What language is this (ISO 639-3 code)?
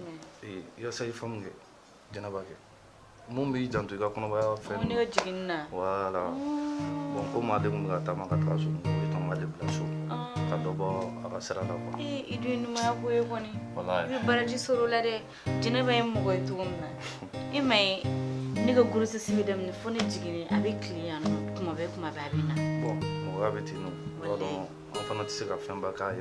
bam